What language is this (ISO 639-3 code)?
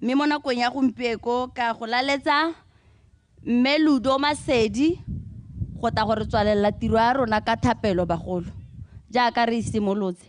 tsn